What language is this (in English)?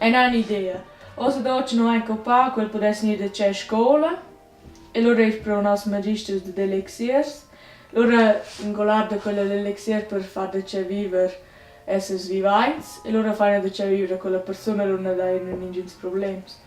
Romansh